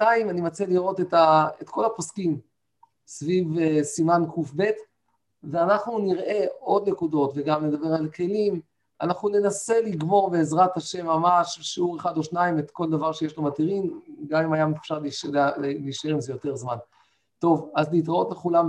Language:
Hebrew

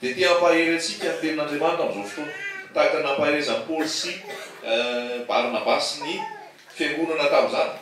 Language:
Malagasy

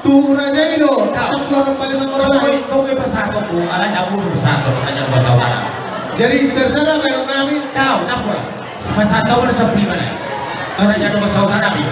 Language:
Batak Toba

